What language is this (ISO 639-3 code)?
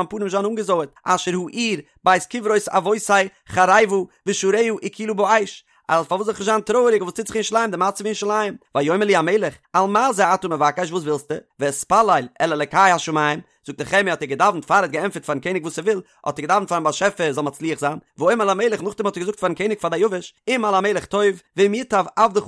yid